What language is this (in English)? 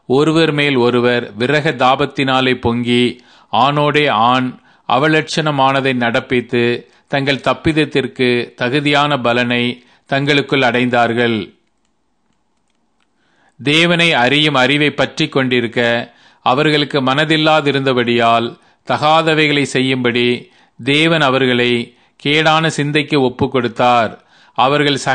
Tamil